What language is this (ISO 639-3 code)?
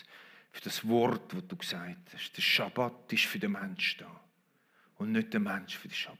gsw